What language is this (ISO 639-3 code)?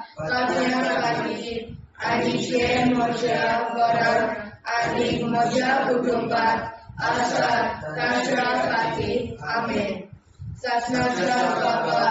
kok